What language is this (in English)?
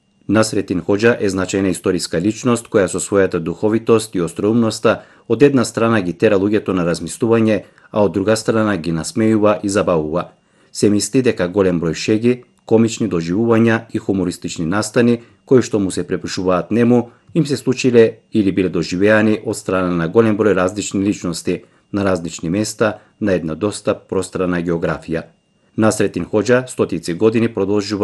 Macedonian